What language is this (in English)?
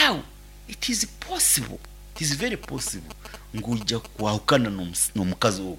Nyankole